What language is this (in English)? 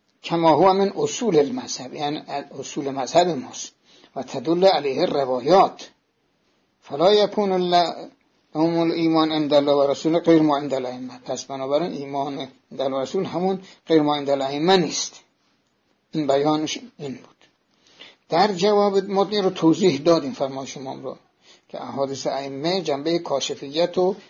Persian